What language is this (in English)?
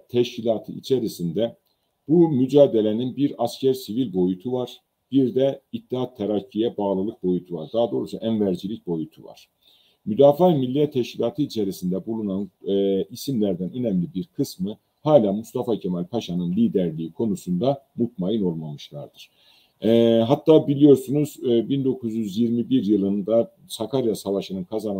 Turkish